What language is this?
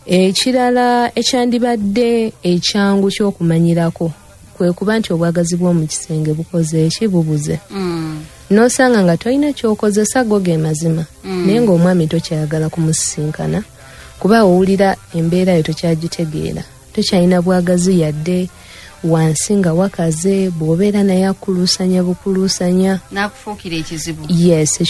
Ganda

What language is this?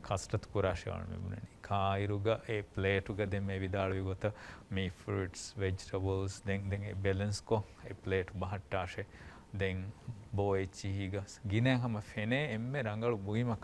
Divehi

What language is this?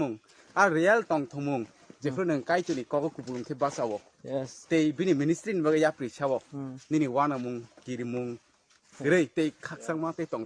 Kok Borok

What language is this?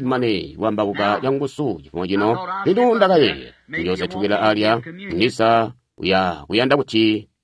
Tonga (Zambia)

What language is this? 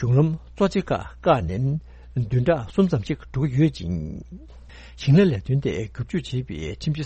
Tibetan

